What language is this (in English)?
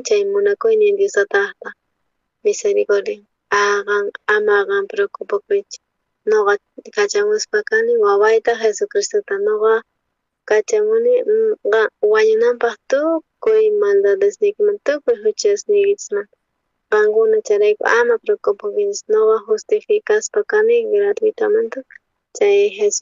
South Bolivian Quechua